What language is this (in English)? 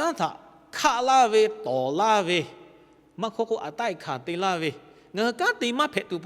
Lahu